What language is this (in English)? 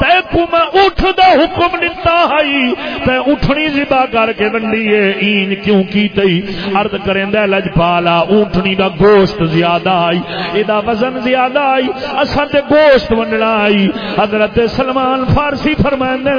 Saraiki